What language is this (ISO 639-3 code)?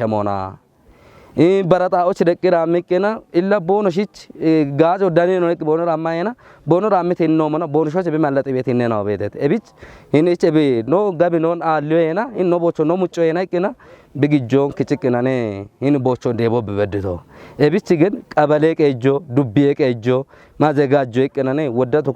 kbr